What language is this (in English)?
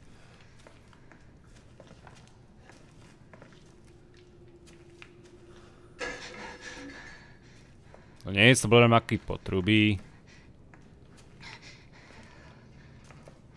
Czech